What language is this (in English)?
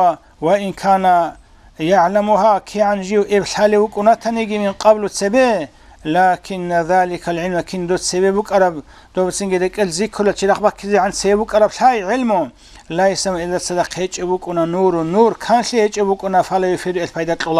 Avaric